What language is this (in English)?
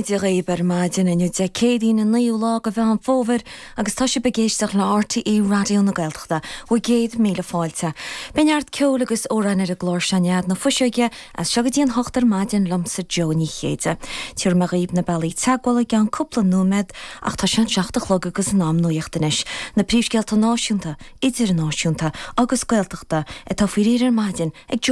Irish